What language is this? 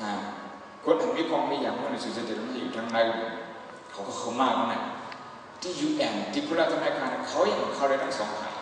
Shan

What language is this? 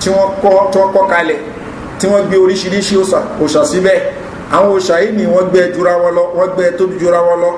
Yoruba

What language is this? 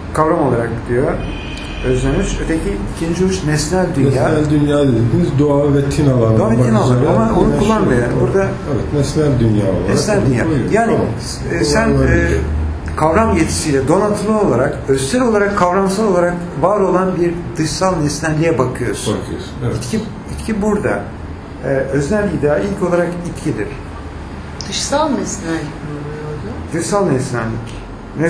Turkish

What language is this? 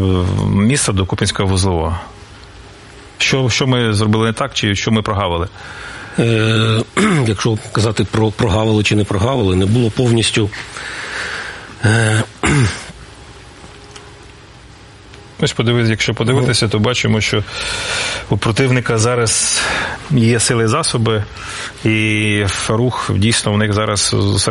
Ukrainian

